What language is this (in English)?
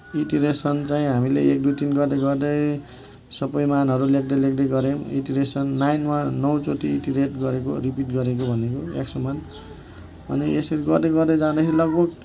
Nepali